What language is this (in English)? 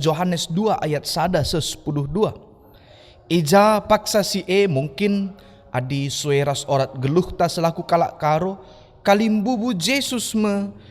Batak Karo